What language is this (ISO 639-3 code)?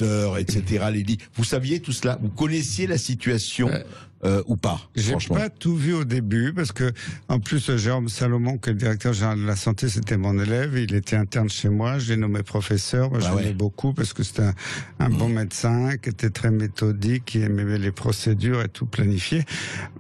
fra